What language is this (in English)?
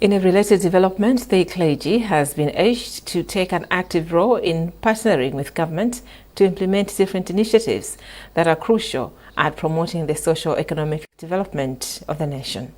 English